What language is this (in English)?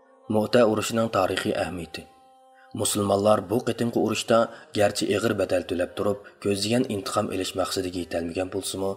Uyghur